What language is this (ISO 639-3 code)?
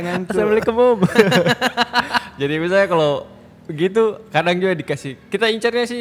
ind